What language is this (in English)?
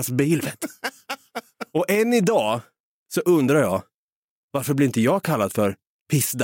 Swedish